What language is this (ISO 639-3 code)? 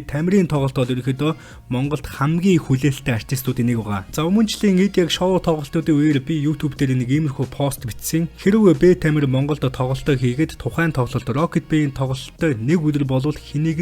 mon